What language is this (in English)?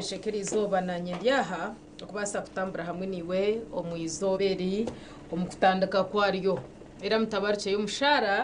Nyankole